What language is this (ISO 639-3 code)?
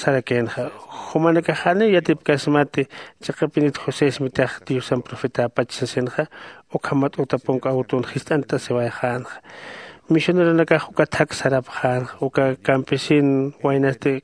aym